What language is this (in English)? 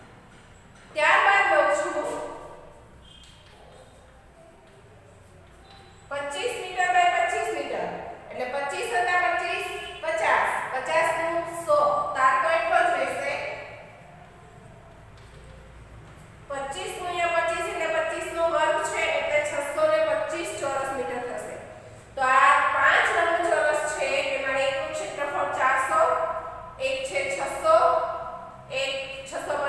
Gujarati